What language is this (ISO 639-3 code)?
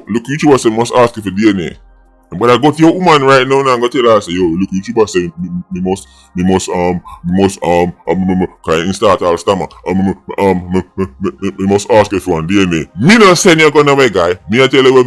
jam